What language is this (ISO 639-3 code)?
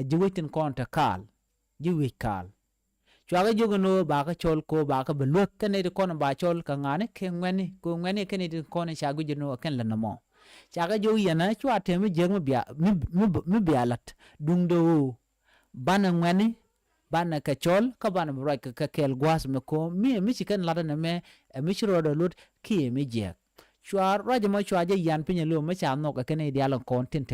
nus